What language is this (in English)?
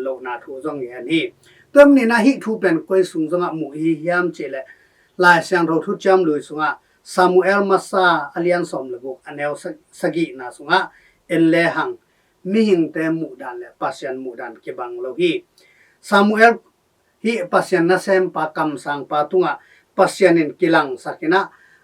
Tedim Chin